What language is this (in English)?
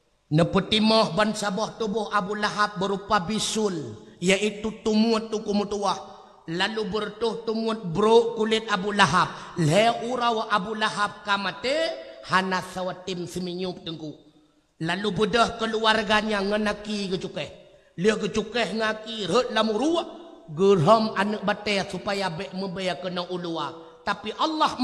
Achinese